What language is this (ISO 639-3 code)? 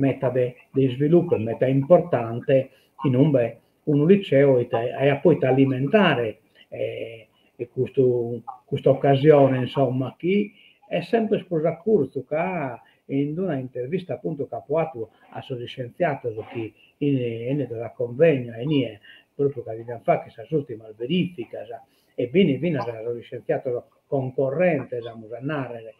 srd